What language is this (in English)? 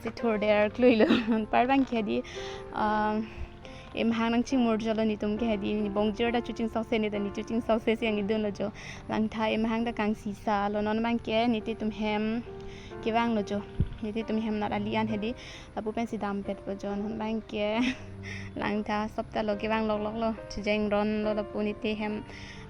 Karbi